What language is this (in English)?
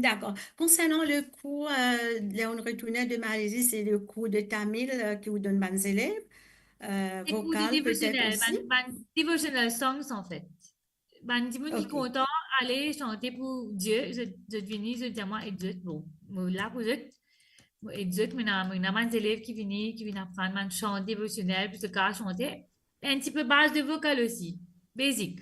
Morisyen